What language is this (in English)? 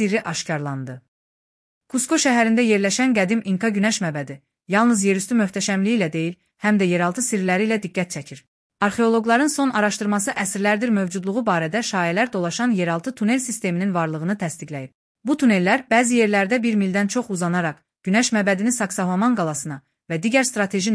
Azerbaijani